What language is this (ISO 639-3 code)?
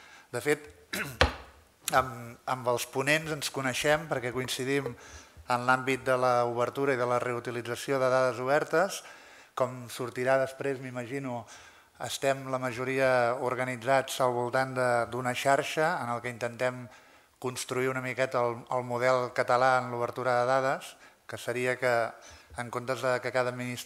cat